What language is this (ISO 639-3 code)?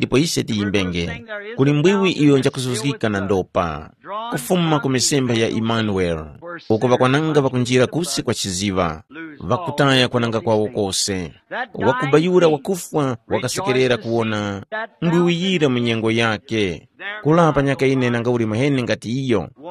tum